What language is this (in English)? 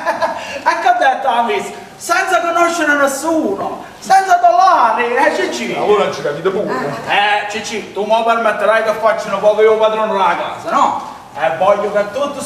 Neapolitan